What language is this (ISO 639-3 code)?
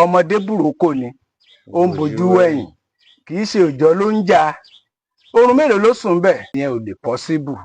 yor